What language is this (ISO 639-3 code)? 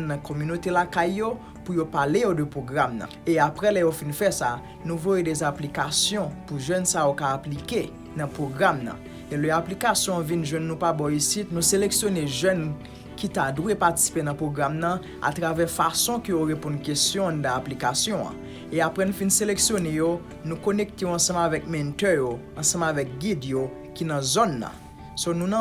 hat